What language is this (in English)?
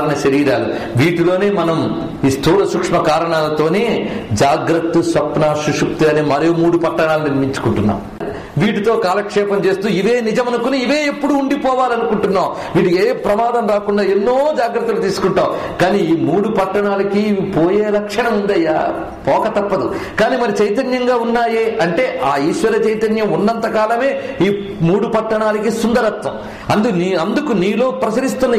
Telugu